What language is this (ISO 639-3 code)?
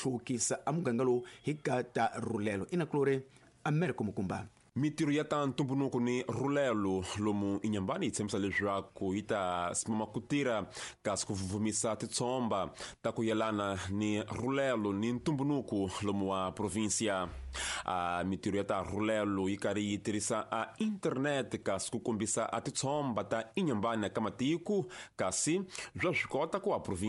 tso